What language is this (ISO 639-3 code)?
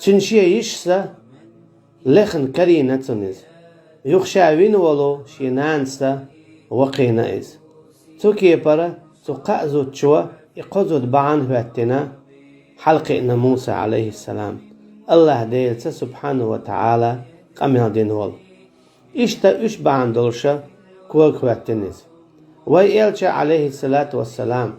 che